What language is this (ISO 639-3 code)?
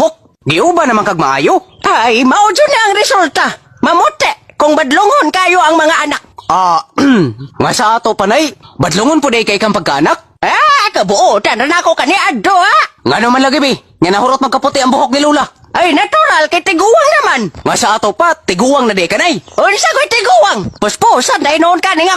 ceb